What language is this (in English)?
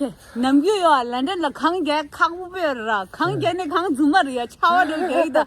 Tibetan